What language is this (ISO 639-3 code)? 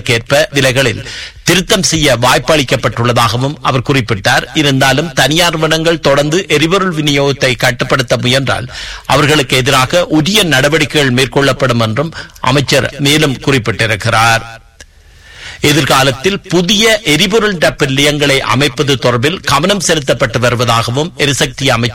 tam